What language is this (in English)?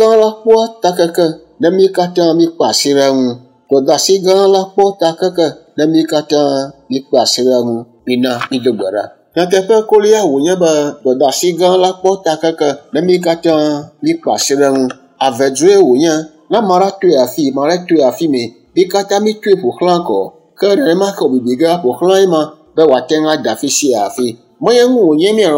Ewe